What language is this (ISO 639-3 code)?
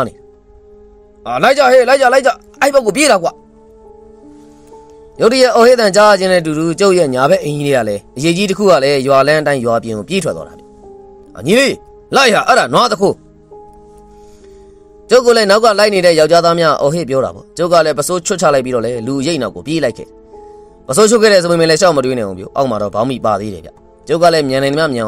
mya